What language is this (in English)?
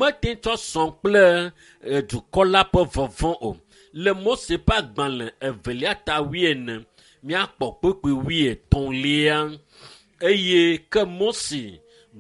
Ewe